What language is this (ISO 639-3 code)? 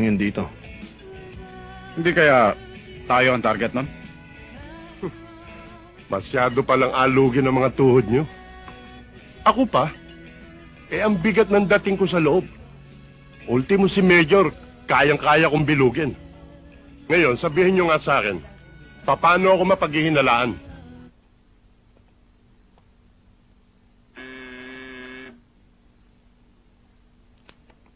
fil